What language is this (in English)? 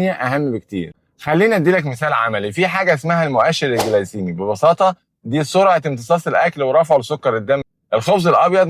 Egyptian Arabic